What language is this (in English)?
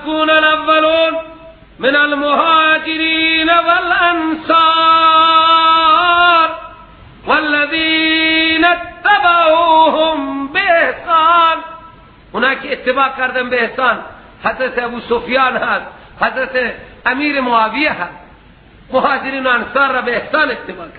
Persian